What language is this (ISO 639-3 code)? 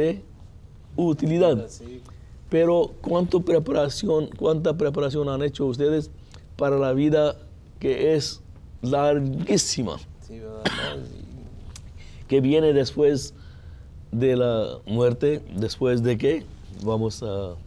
spa